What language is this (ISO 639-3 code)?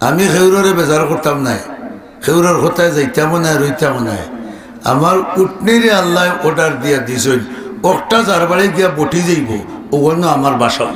syl